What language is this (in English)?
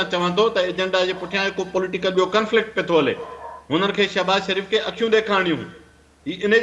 Sindhi